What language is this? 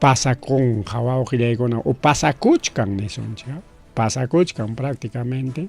Ayacucho Quechua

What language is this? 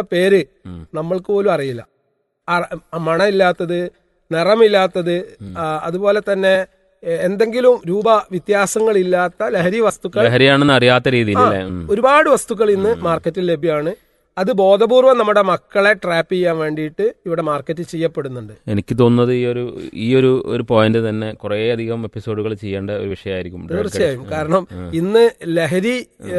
Malayalam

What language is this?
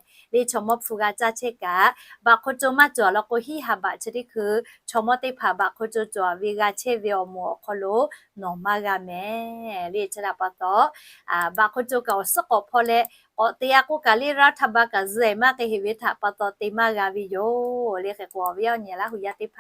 Lahu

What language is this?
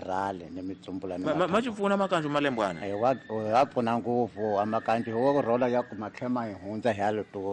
Tsonga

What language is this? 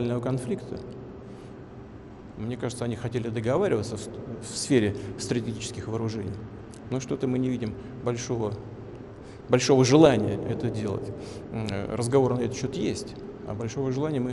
Russian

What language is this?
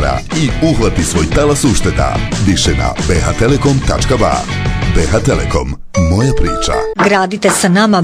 Bosnian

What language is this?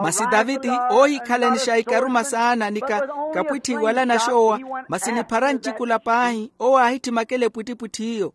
Makhuwa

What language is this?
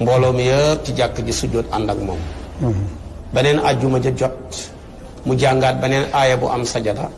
Wolof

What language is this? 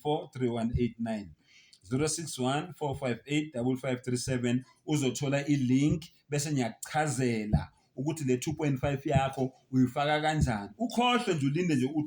Zulu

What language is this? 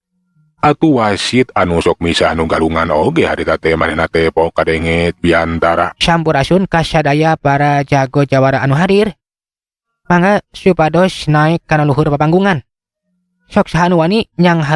Sundanese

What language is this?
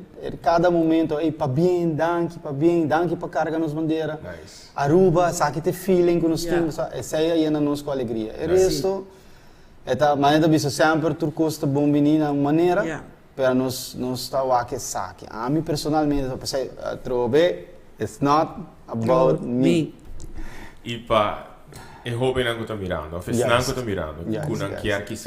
Papiamento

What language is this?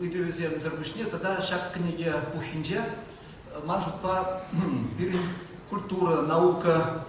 Chuvash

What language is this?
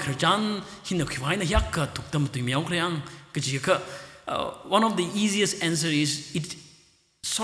Tangkhul Naga (India)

